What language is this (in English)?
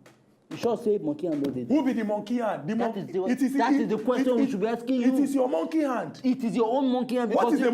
Nigerian Pidgin